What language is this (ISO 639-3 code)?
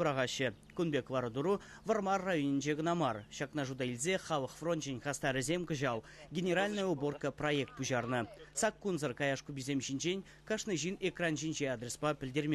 chv